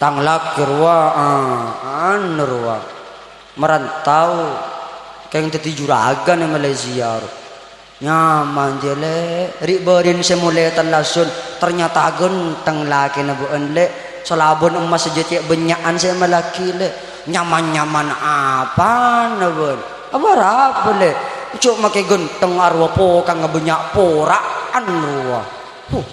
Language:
Madurese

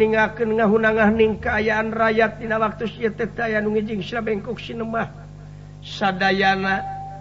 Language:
Sundanese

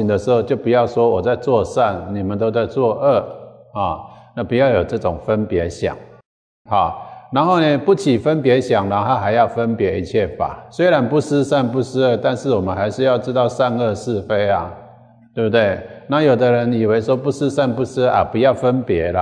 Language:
Chinese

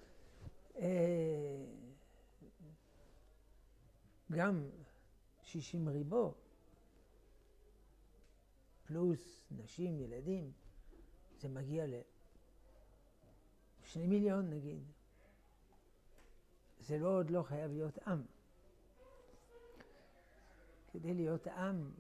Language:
Hebrew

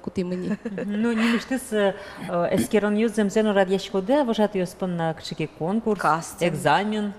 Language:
Udmurt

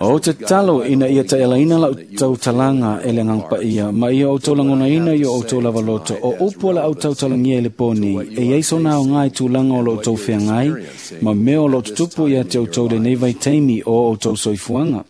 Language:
Samoan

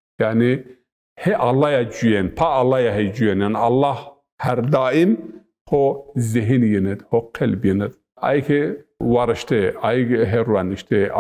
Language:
Zaza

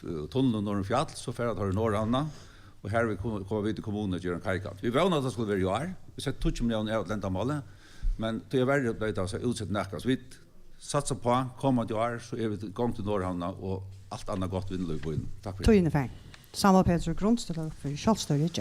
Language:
Faroese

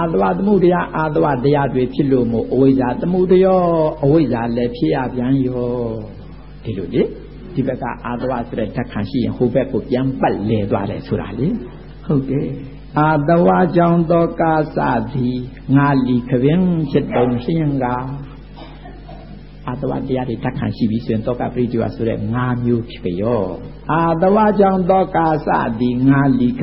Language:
Burmese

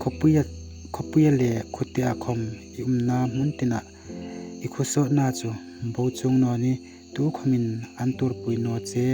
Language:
Hmar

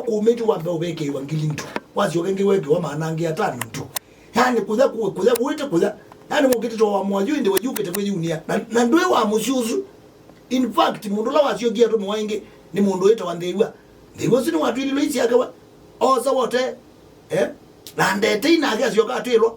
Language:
Kamba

